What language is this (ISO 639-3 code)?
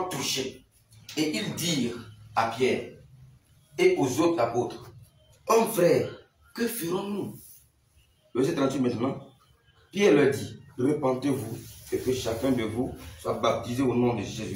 fra